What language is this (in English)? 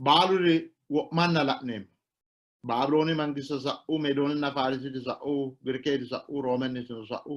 Sidamo